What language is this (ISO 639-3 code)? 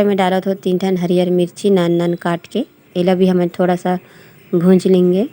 hne